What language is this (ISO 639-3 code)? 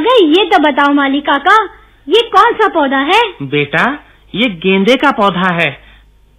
hin